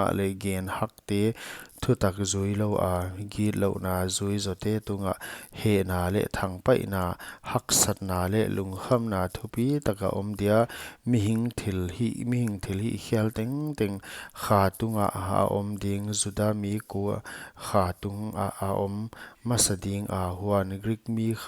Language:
Paite Chin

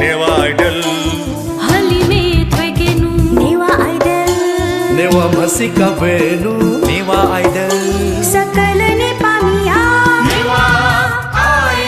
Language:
Newari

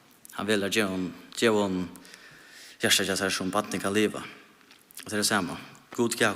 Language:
Faroese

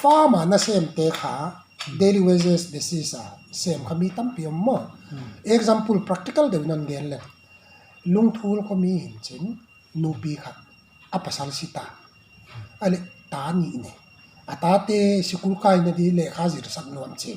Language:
Paite Chin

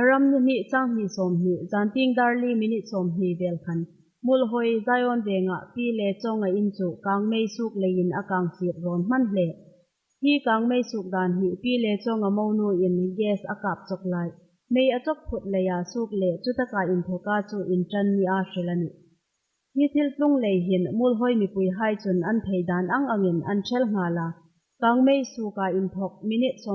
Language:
Hmar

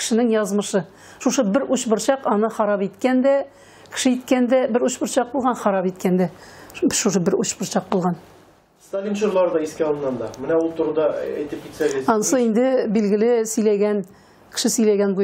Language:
Tatar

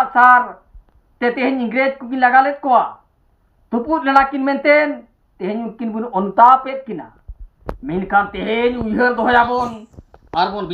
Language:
Santali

